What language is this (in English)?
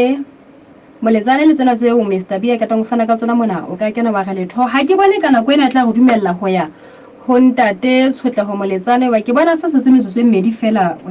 Southern Sotho